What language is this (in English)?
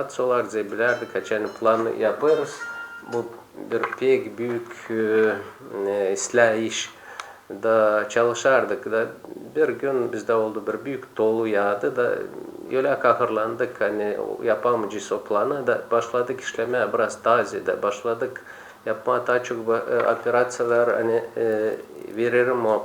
Gagauz